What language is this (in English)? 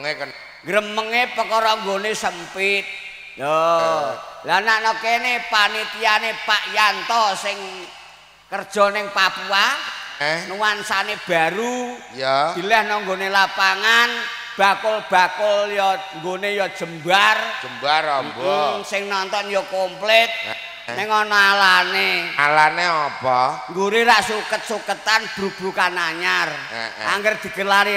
Javanese